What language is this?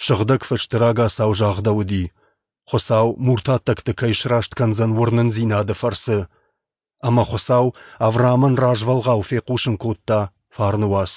Ossetic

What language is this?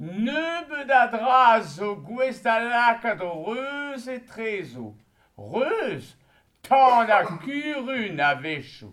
Breton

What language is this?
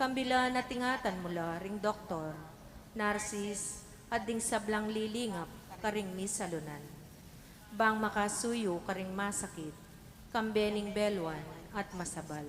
Pampanga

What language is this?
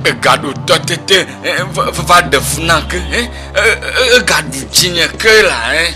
Ewe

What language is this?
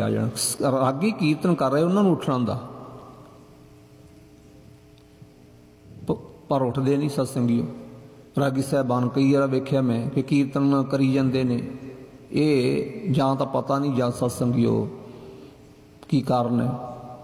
Punjabi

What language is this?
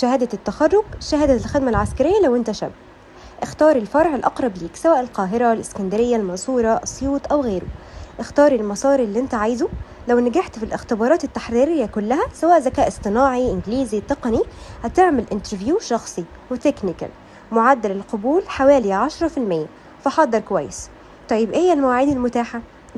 Egyptian Arabic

